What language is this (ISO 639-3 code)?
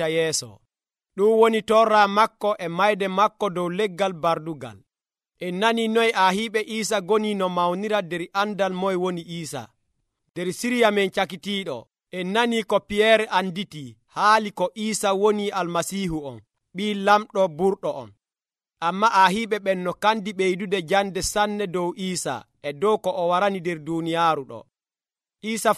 fuv